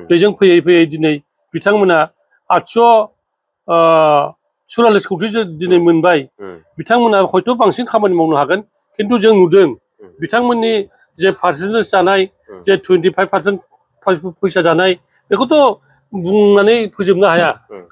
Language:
Bodo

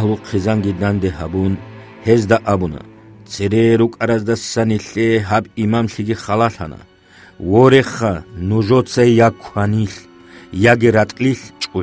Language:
Avaric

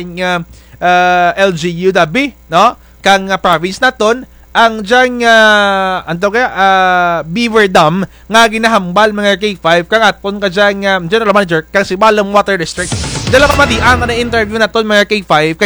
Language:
Kinaray-a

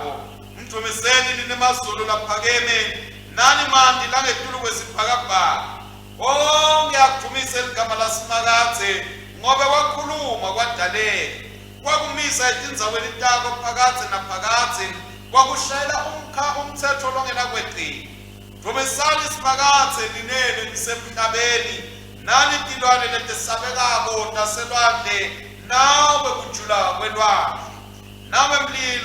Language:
Swati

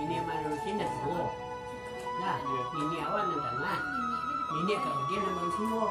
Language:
Minangkabau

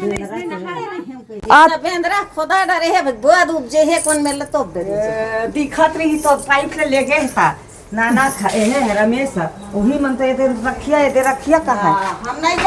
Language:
Chhattisgarhi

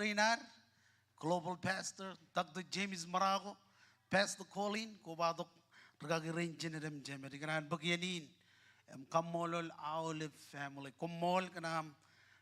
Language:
Marshallese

